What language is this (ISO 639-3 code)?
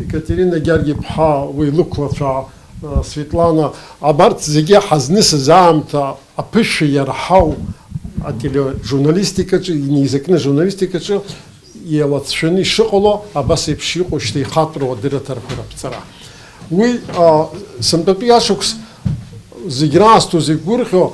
abk